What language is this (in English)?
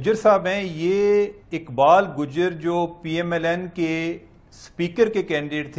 Urdu